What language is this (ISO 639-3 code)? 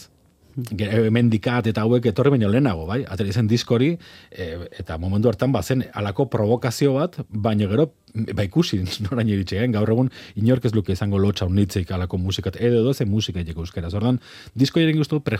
eus